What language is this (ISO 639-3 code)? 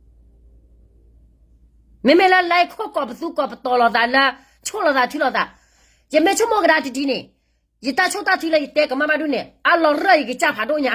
ksw